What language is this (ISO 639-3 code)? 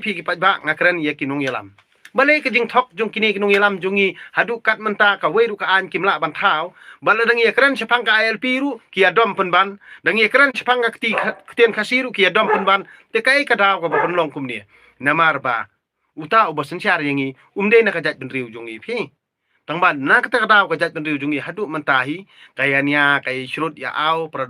kha